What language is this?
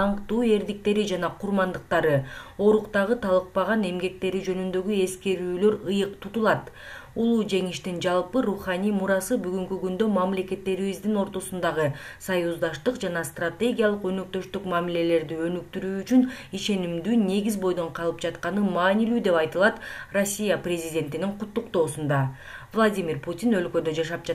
Kyrgyz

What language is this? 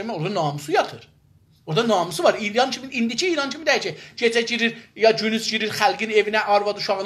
South Azerbaijani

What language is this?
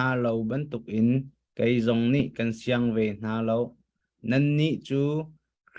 Hakha Chin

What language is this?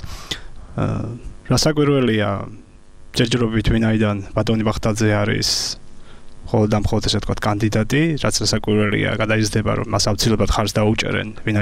Georgian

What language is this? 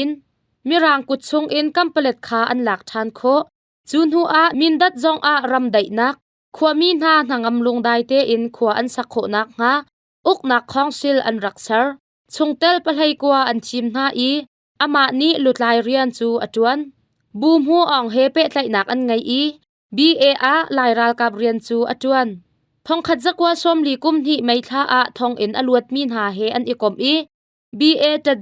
Hakha Chin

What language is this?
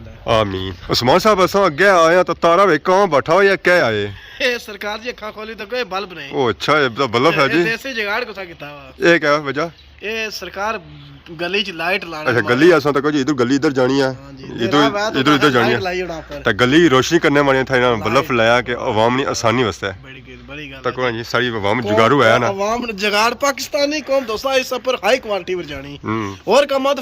Pahari-Potwari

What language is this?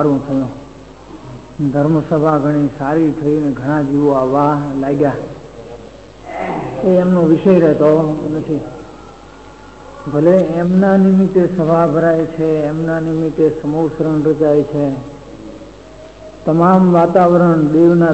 Gujarati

